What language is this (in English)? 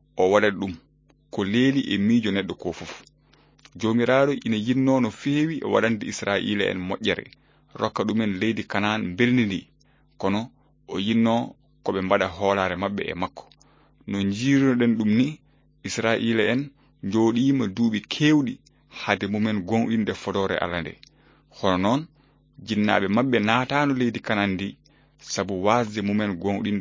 Fula